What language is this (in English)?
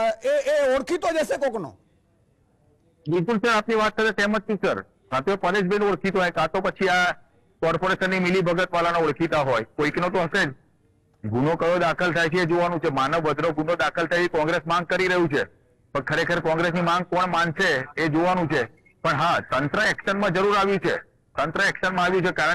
Gujarati